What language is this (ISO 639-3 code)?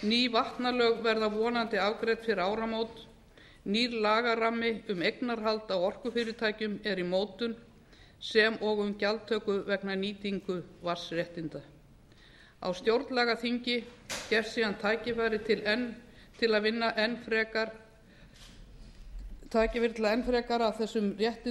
isl